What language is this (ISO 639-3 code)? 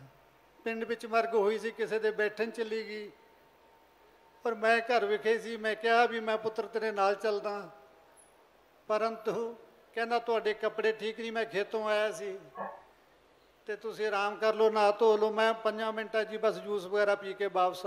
pan